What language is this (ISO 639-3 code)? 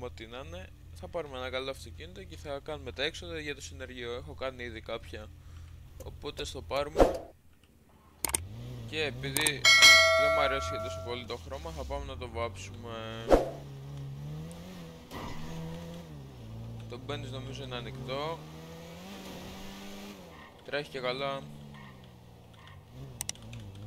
ell